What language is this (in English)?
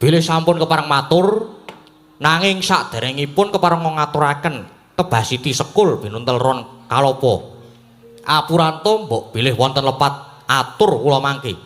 Javanese